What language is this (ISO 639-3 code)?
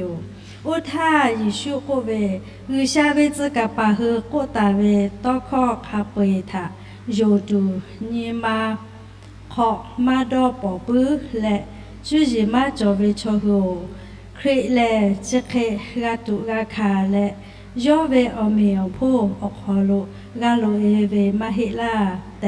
lhu